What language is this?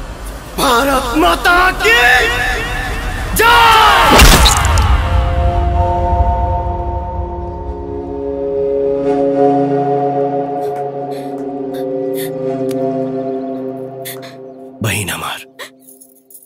Bhojpuri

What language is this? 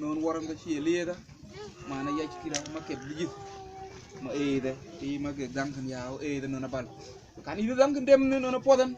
Mabaan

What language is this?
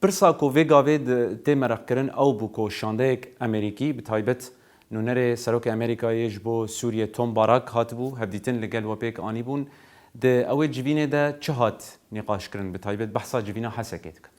Kurdish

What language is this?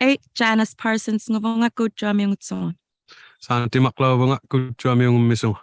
Inuktitut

